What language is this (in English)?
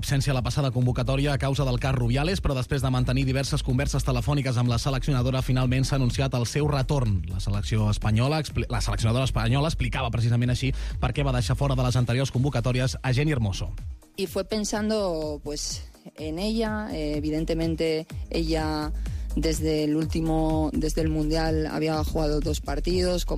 Catalan